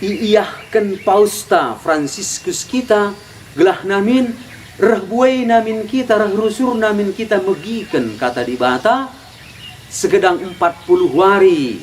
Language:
Batak Karo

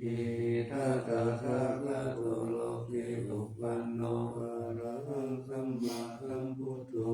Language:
Pali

